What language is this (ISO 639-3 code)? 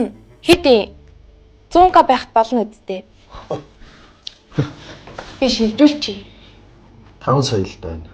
mon